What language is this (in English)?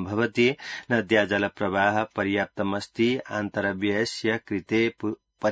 Sanskrit